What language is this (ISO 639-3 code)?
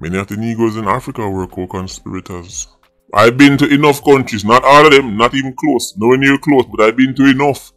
jam